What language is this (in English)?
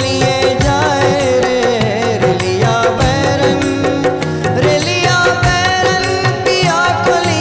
Bhojpuri